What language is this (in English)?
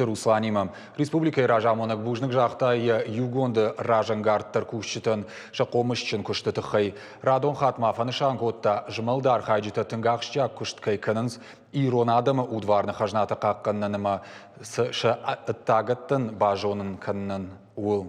Ossetic